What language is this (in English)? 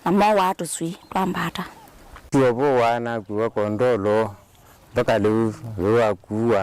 Kamba